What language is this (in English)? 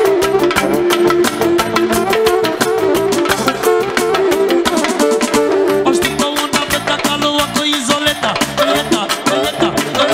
Romanian